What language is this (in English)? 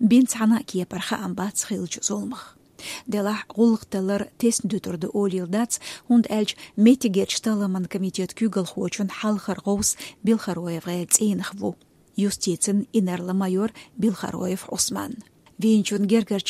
Chechen